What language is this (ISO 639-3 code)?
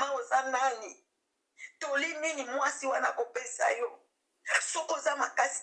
lin